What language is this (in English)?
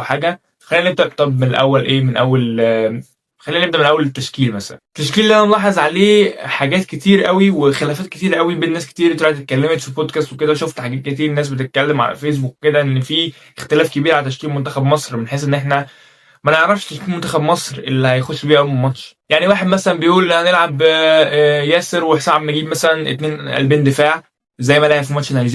Egyptian Arabic